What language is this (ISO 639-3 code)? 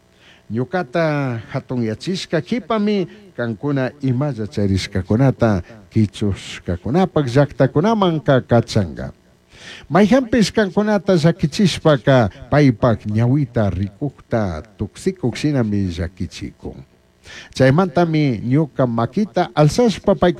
qug